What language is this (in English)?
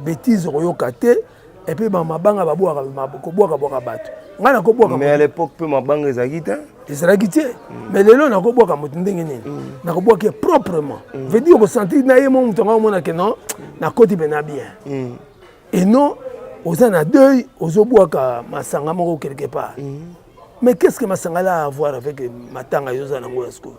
Lingala